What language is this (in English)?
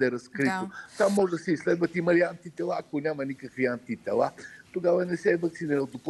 Bulgarian